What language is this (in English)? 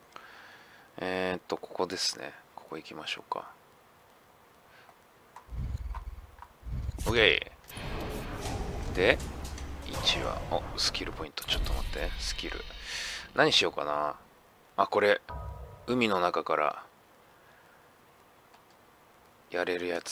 Japanese